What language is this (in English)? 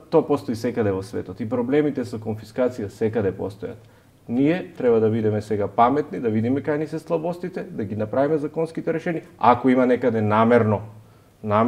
Macedonian